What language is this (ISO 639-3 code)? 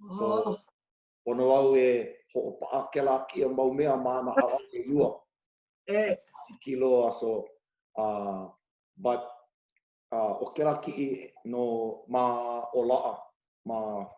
haw